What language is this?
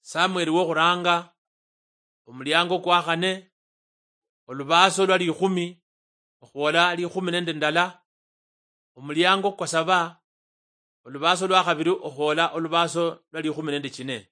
Luyia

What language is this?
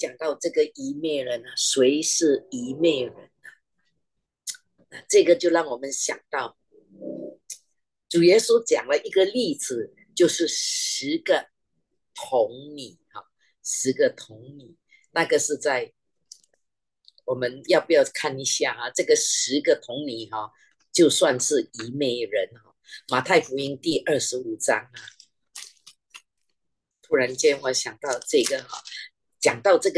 Chinese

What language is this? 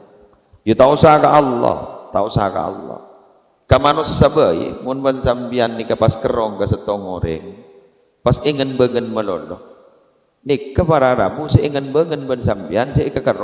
Madurese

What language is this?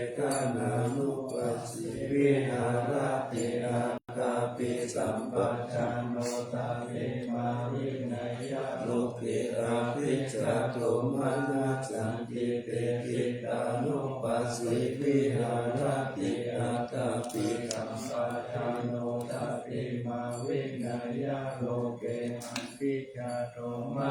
Pali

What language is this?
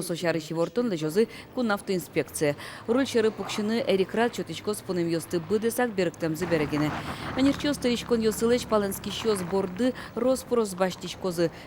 Udmurt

